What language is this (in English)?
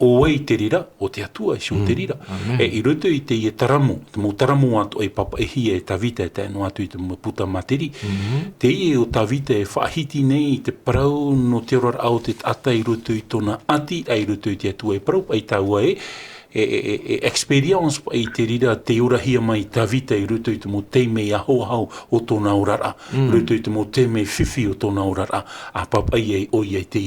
Tahitian